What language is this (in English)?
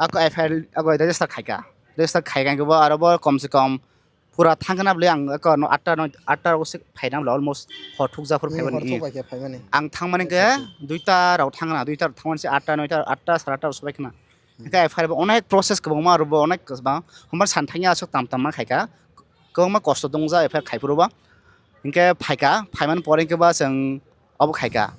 Kok Borok